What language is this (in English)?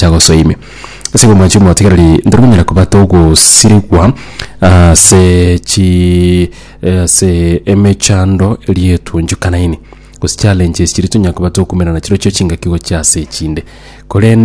Gusii